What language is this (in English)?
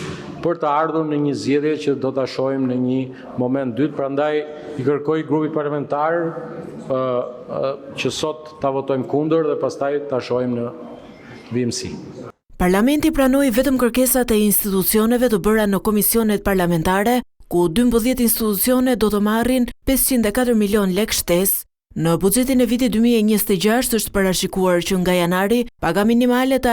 Albanian